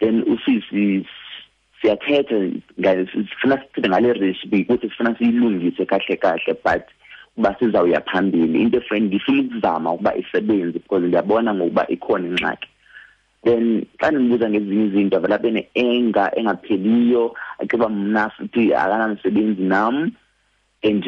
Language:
Xhosa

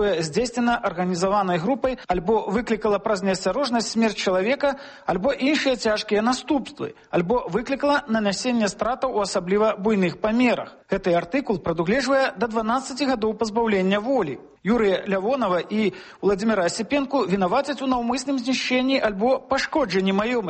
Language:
Belarusian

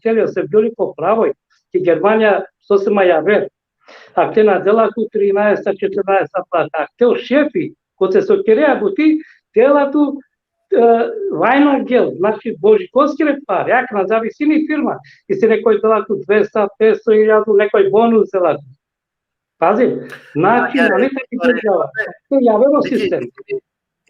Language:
Balkan Romani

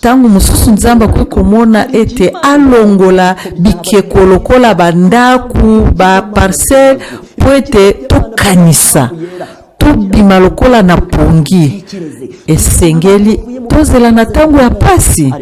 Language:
Lingala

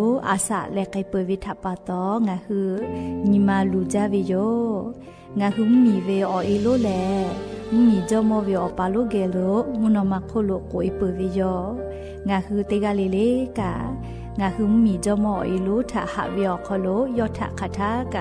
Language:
Lahu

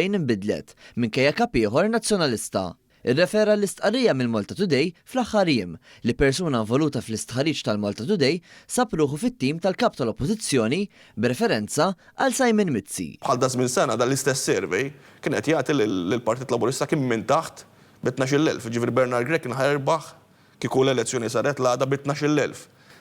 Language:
Maltese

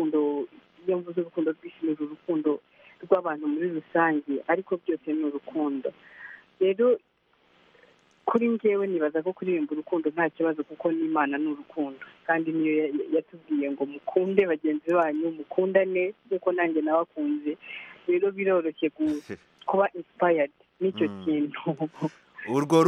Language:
Kinyarwanda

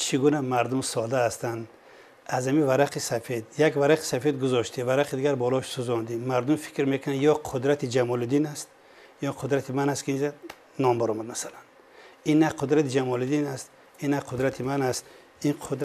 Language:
Tajik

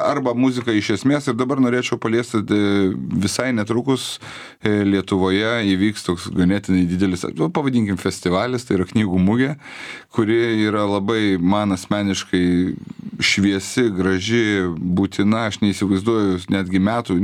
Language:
Lithuanian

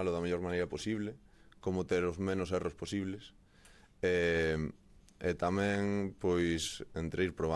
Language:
Galician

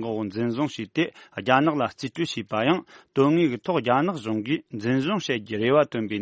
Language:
Tibetan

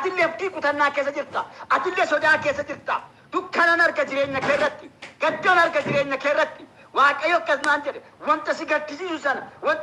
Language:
Oromo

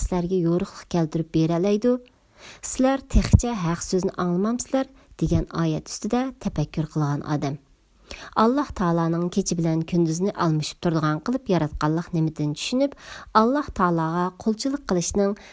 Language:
Uyghur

